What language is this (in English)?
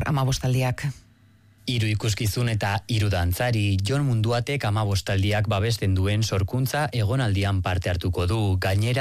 Basque